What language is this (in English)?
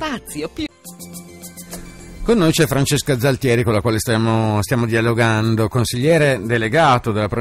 Italian